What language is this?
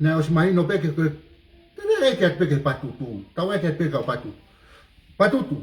Tongan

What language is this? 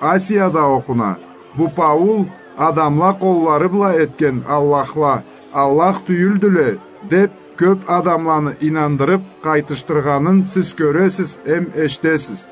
Karachay-Balkar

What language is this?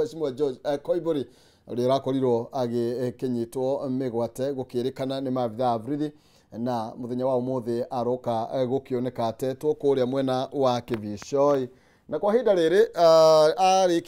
Kikuyu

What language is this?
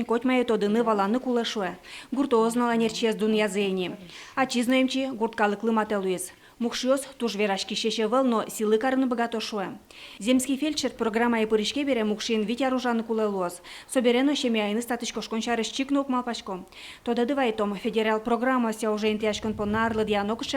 Udmurt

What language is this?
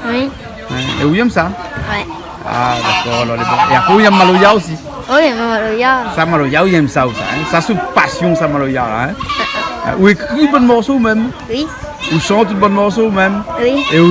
Réunion Creole French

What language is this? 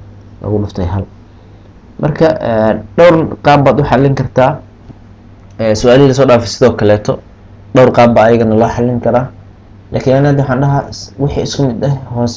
Somali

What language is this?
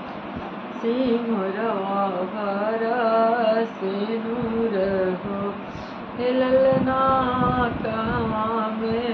Bhojpuri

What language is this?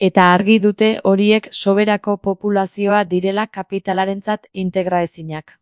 Basque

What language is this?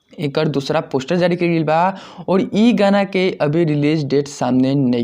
Bhojpuri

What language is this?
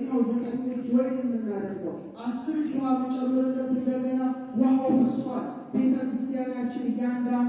Amharic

